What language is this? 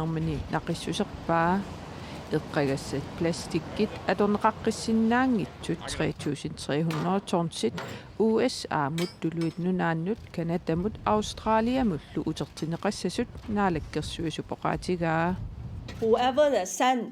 Kalaallisut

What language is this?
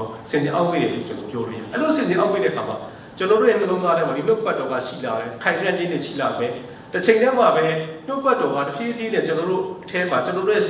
Burmese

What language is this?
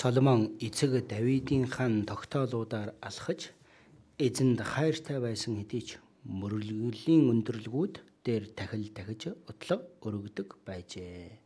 Mongolian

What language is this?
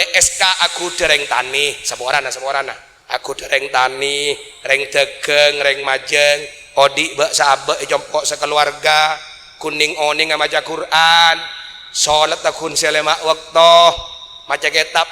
Madurese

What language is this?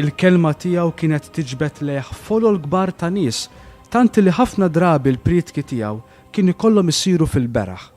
Maltese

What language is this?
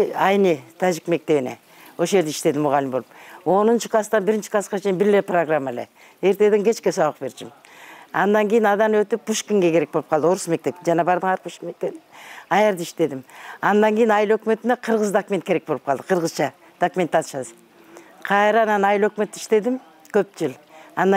Kyrgyz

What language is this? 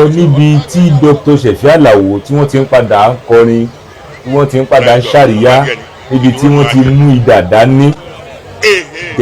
Yoruba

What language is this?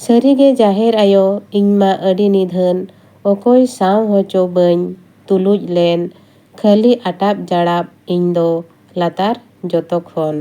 Santali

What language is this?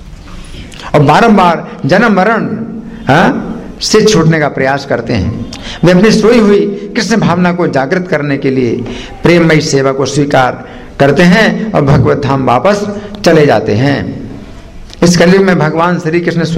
Hindi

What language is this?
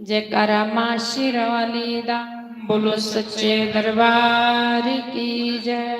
Dogri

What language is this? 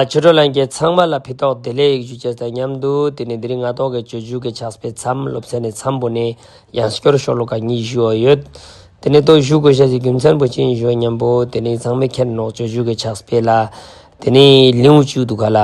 Ladakhi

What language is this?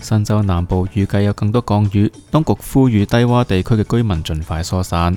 Cantonese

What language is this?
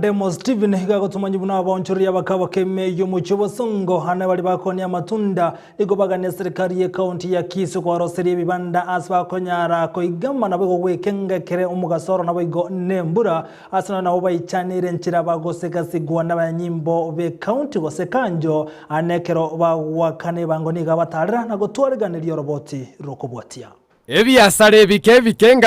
Gusii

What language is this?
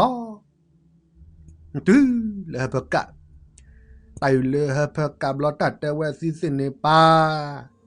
S'gaw Karen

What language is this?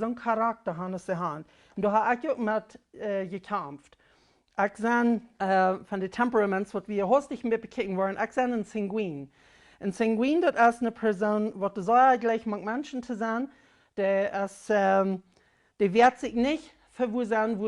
Plautdietsch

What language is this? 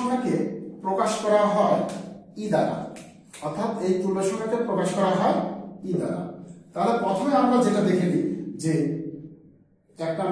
Bangla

